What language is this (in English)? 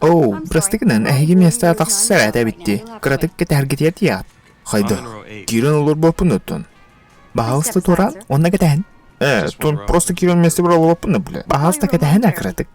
Yakut